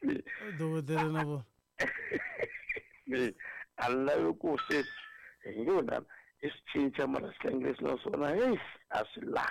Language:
Tsonga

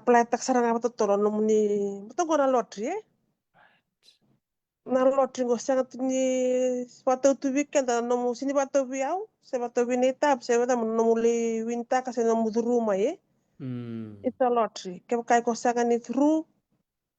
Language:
Fijian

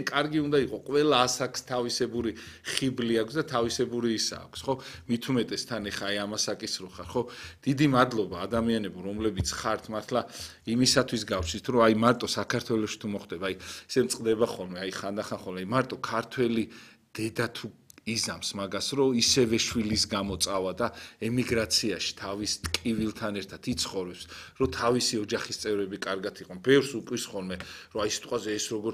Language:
Georgian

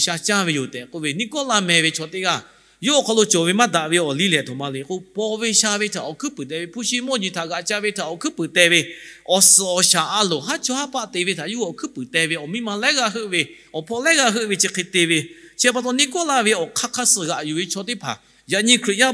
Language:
Lahu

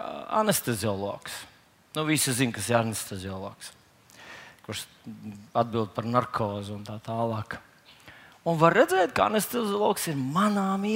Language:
Latvian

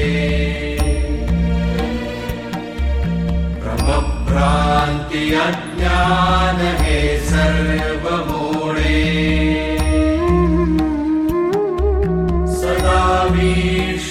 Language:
Marathi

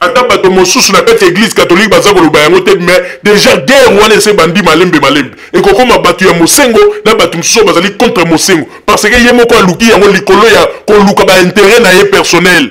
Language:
Lingala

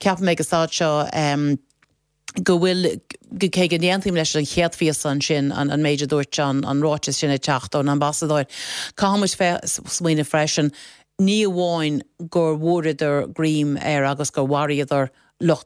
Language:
Irish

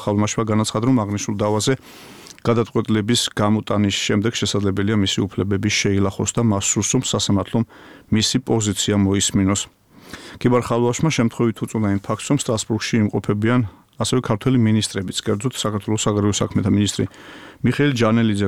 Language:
Georgian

